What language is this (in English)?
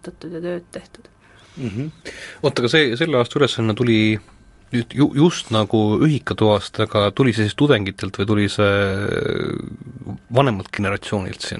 Estonian